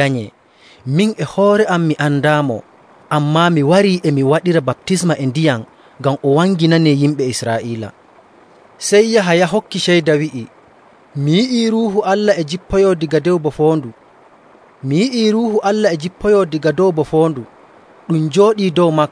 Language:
Nigerian Fulfulde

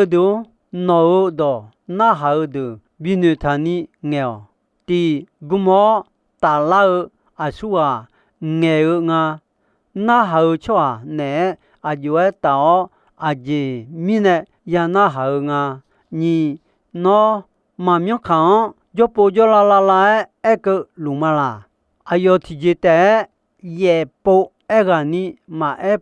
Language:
Akha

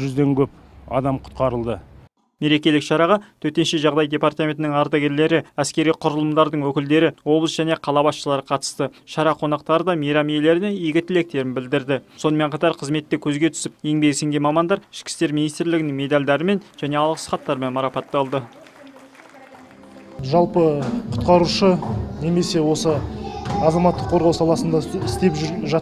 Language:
Kazakh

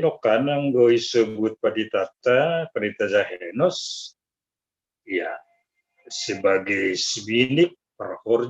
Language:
Batak Simalungun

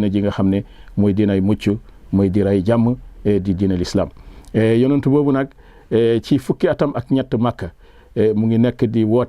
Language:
Wolof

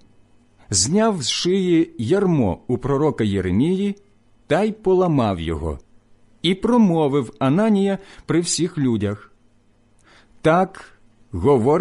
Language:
Ukrainian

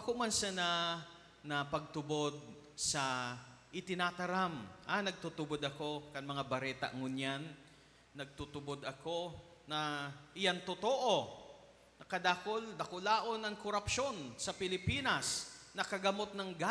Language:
Bikol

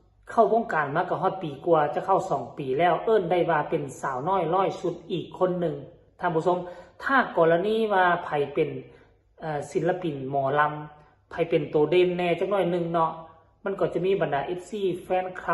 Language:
Northeastern Thai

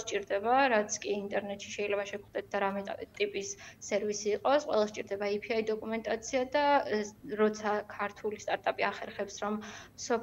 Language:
Georgian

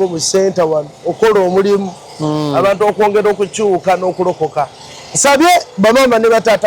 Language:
Ganda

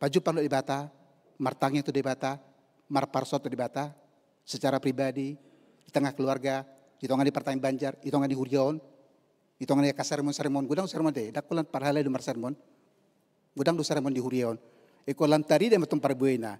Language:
Batak Toba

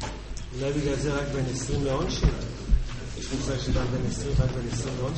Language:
Hebrew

